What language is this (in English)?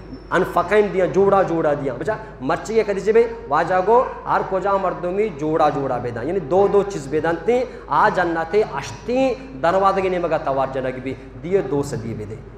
Eastern Balochi